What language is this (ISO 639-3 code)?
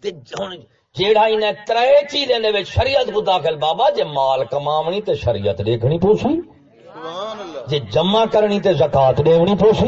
skr